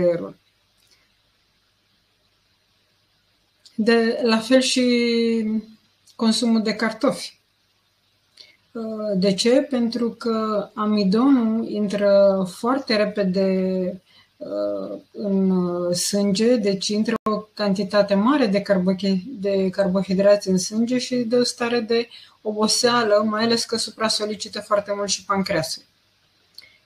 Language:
Romanian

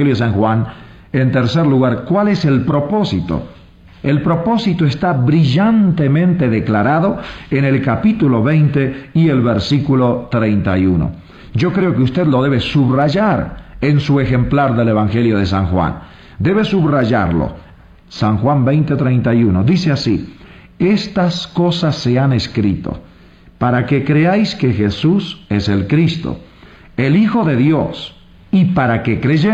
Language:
Spanish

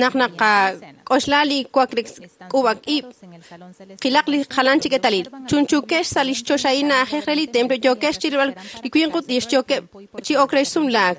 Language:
Kekchí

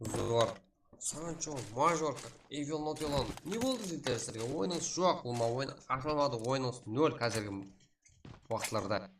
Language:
Kara-Kalpak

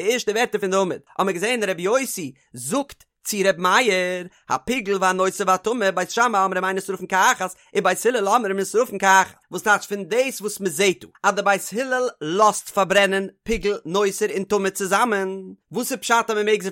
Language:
Yiddish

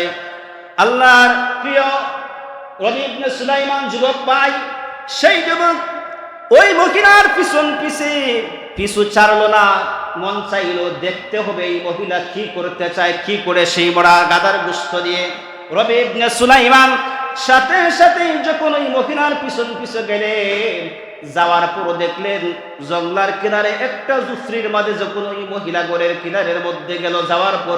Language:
Sylheti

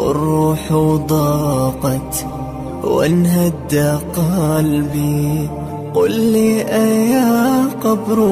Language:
Arabic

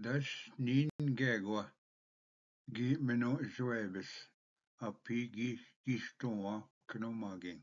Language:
Ojibwa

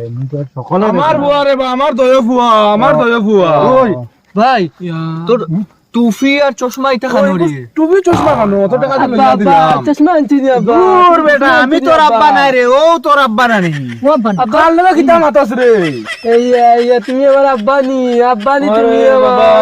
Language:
Sylheti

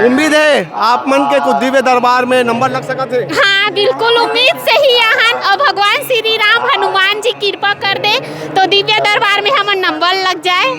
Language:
Chhattisgarhi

